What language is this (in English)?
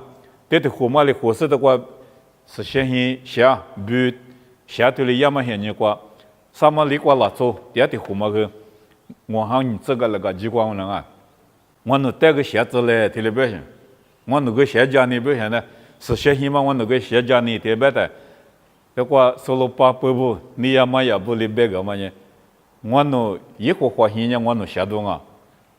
Lisu